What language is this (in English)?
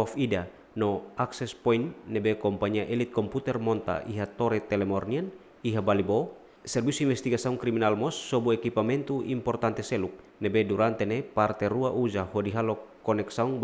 Tetum